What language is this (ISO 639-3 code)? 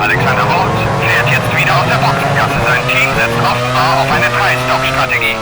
bar